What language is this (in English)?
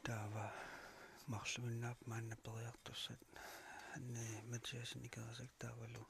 Kalaallisut